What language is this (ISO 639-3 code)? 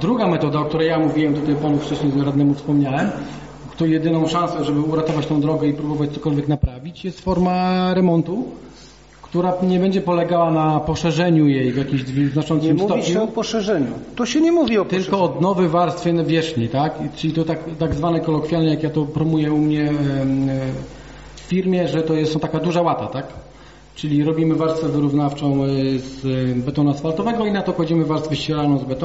pol